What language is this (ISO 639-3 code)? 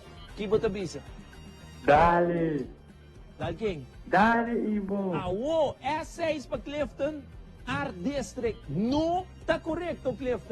pap